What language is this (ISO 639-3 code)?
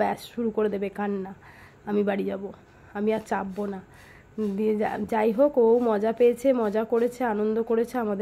ben